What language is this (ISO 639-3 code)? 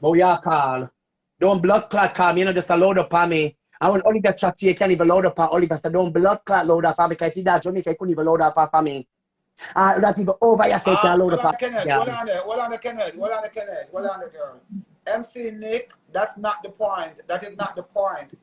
jam